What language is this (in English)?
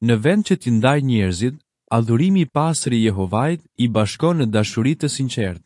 Albanian